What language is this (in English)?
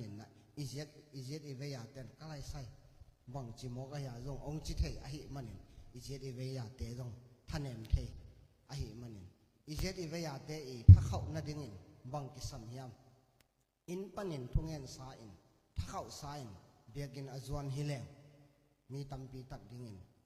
Tedim Chin